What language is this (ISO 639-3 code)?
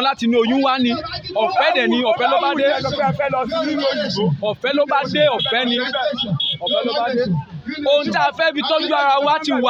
yor